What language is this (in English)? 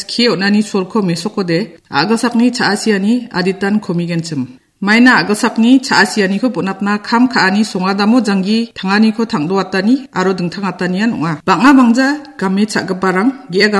Garo